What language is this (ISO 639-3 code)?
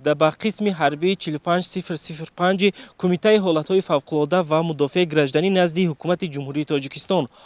tgk